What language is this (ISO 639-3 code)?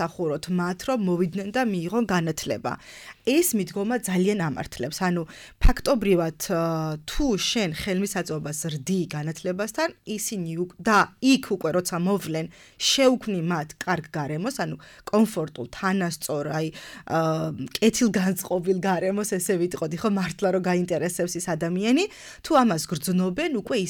kat